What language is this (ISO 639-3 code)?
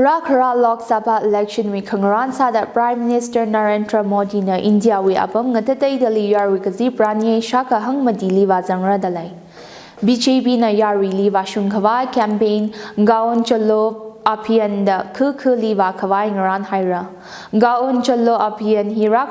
nmf